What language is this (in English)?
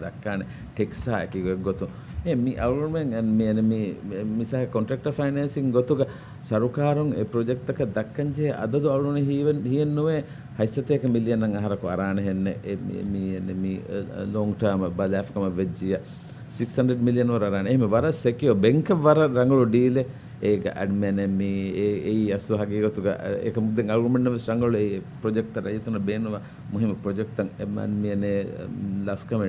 Divehi